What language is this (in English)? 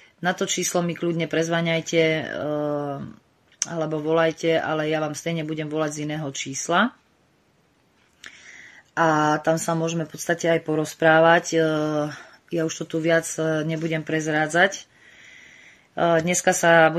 Slovak